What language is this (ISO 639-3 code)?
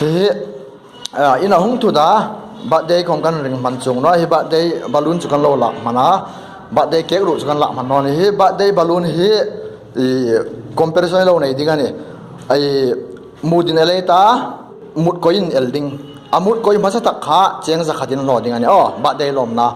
hmr